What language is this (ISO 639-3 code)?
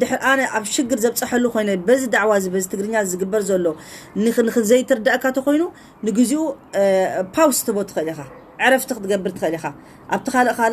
tir